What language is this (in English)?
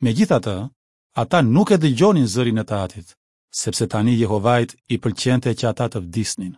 Albanian